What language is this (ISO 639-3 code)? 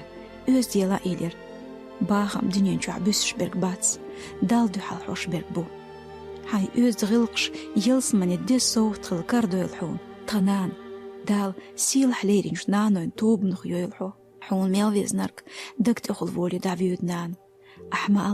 che